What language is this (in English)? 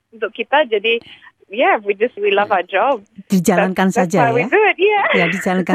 Indonesian